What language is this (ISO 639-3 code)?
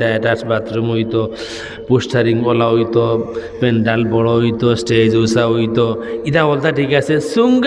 syl